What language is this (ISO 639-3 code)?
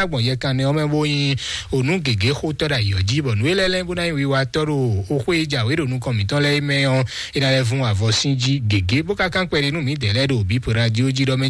fon